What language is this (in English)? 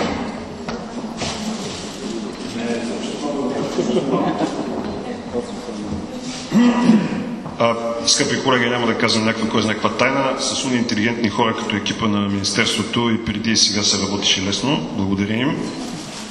Bulgarian